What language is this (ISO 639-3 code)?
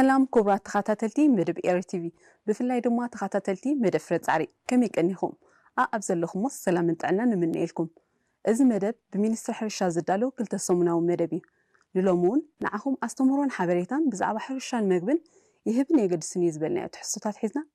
tir